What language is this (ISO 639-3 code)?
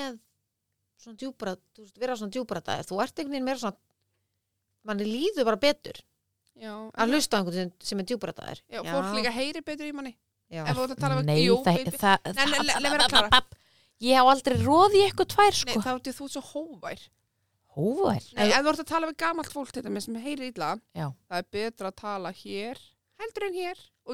isl